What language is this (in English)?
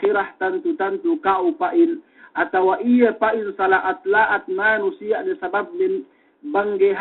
Yakan